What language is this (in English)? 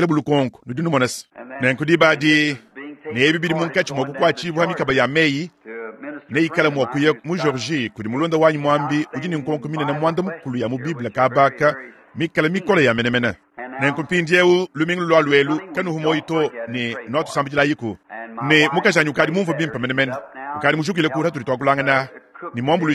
Luba-Lulua